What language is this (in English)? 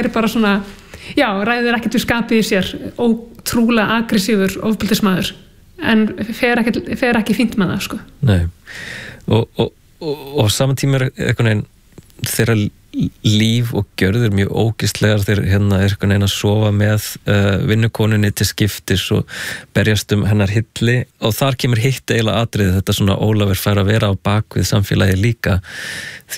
Icelandic